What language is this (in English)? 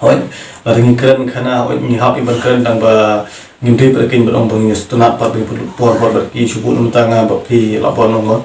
Khasi